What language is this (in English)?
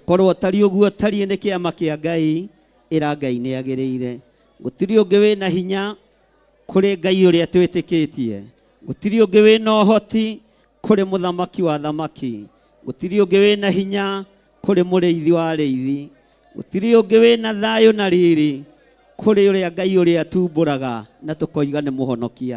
Kikuyu